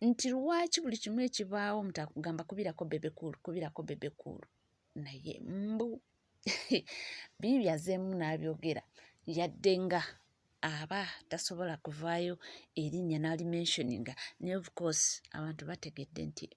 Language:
Ganda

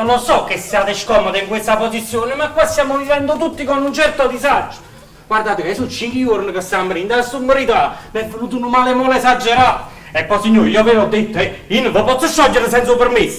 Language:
Neapolitan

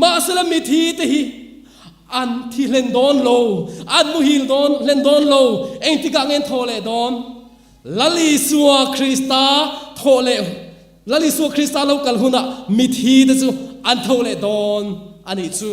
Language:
Mizo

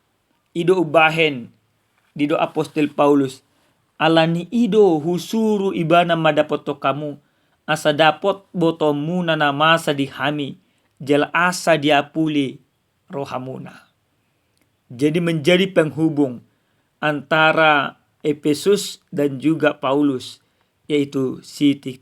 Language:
Batak Toba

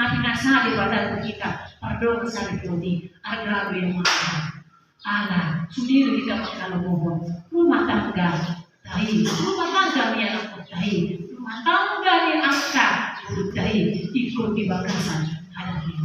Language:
Batak Toba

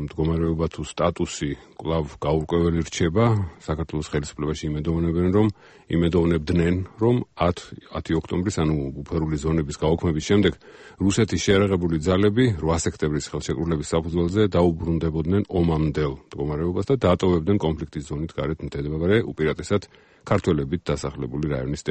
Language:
Georgian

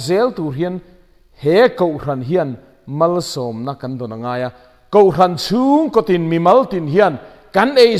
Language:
Mizo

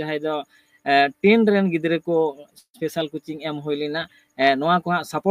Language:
Santali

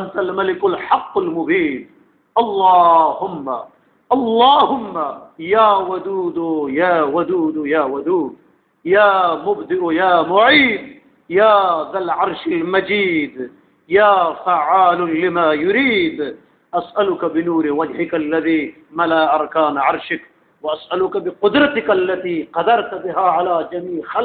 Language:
Eastern Balochi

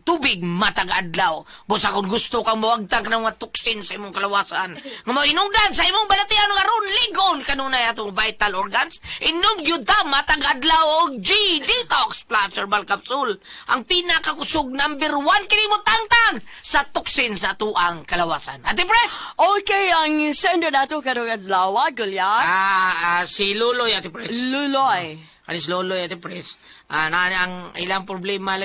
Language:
Cebuano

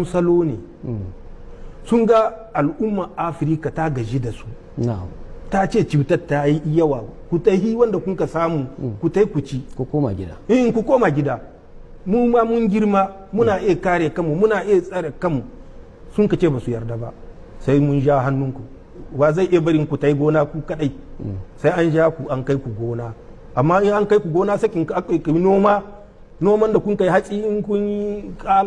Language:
Hausa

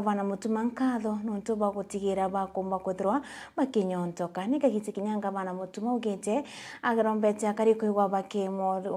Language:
Meru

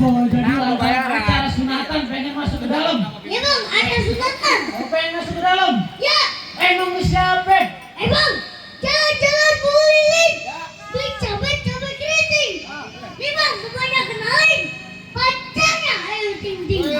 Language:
Betawi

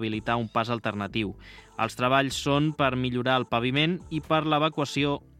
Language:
Catalan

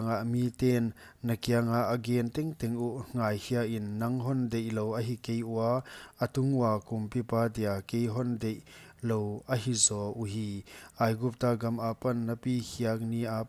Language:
Paite Chin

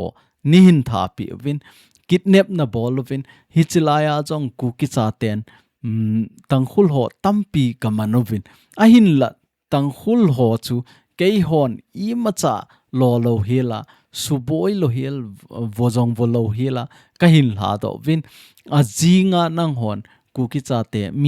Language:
Thado Chin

